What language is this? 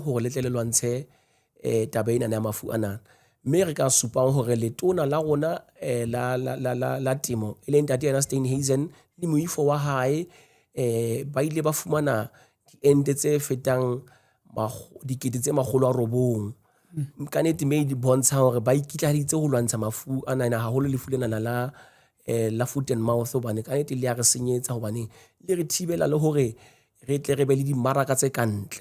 Southern Sotho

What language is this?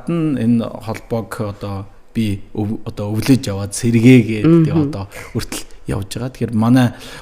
Mongolian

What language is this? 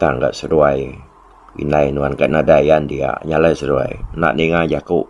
Iban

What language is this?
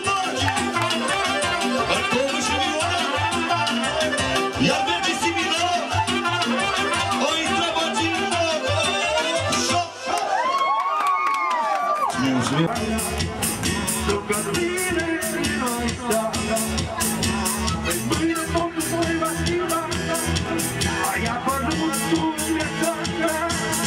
Romanian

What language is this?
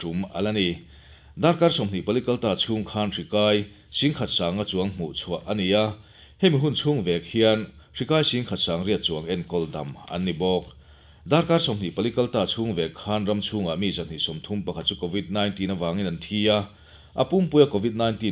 Mizo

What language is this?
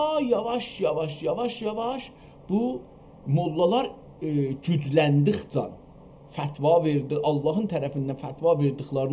South Azerbaijani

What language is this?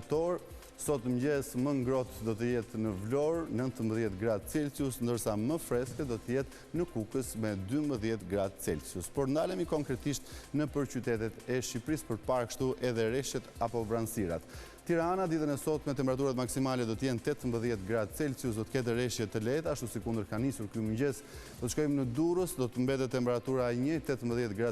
Albanian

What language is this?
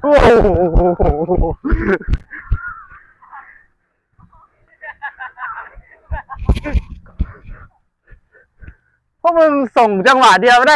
Thai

